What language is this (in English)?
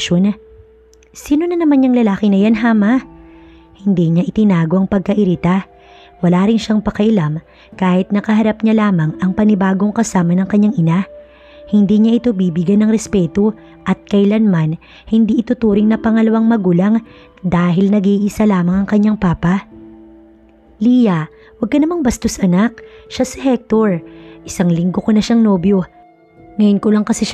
Filipino